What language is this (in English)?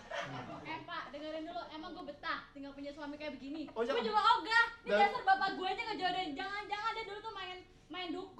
Betawi